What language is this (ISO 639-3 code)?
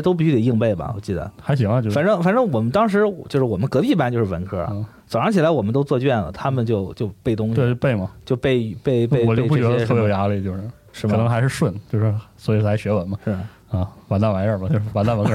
zho